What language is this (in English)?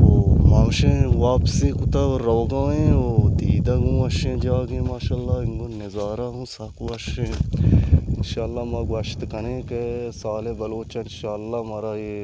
Baluchi